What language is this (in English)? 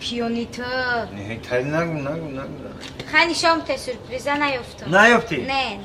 Tajik